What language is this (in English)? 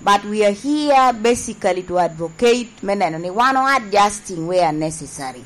Lango (Uganda)